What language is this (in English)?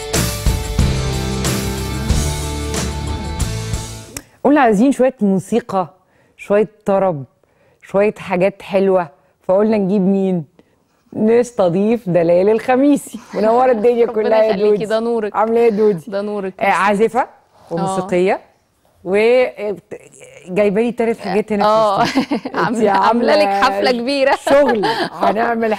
Egyptian Arabic